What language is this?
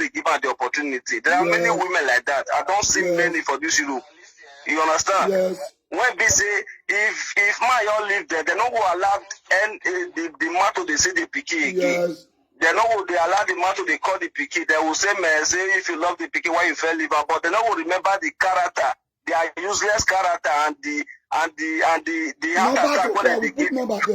Nigerian Pidgin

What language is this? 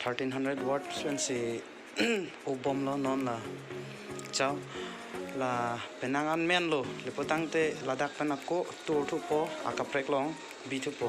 Karbi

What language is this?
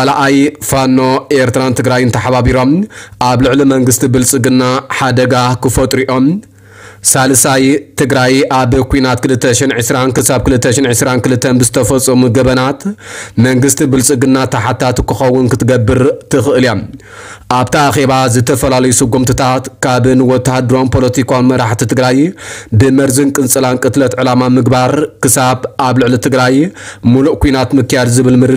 Tigrinya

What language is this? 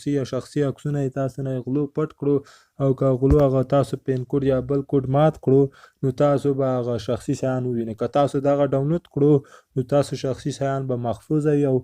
Pashto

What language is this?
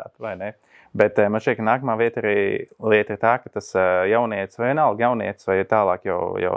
Latvian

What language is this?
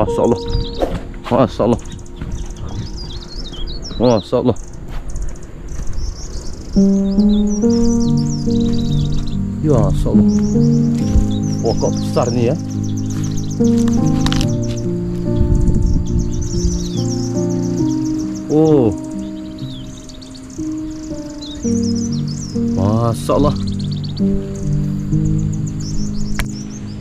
Malay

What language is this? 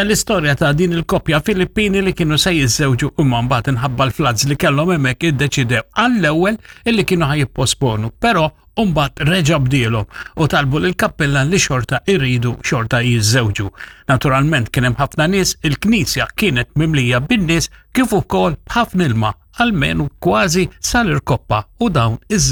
Maltese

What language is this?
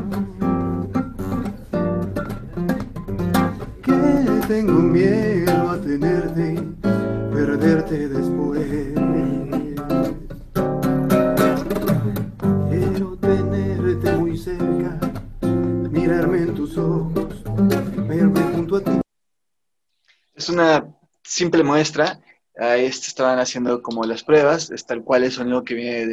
Spanish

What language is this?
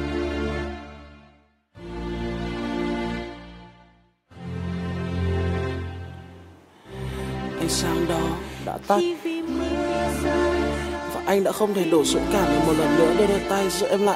Vietnamese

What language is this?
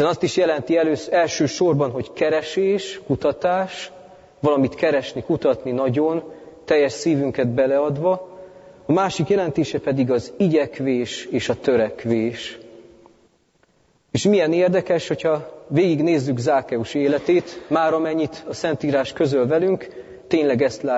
Hungarian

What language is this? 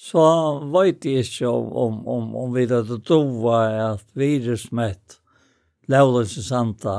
Faroese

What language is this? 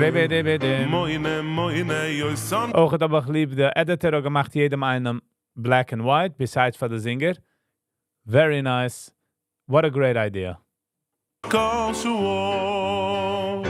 Yiddish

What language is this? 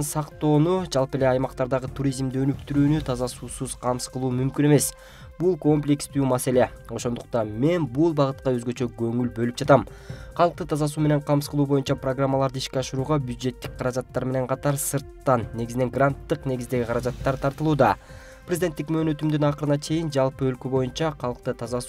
Kyrgyz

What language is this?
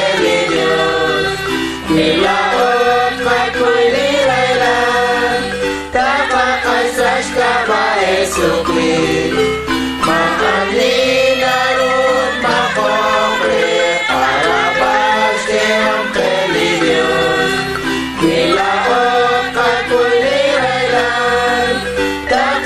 Kekchí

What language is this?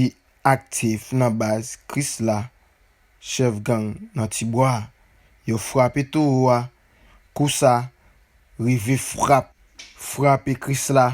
Haitian Creole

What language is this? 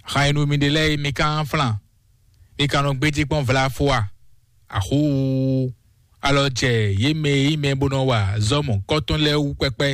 Fon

